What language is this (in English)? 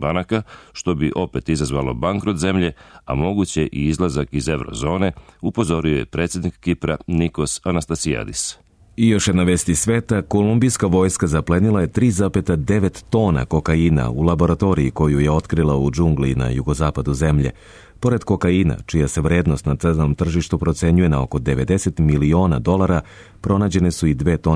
Serbian